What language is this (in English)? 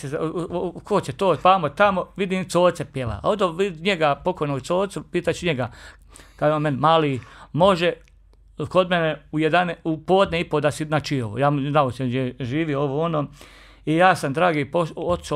Croatian